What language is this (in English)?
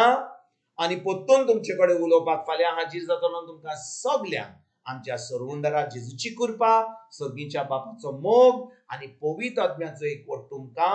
Konkani